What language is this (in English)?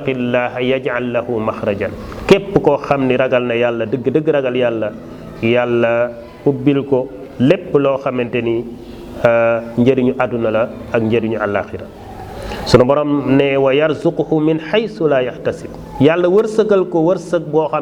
Wolof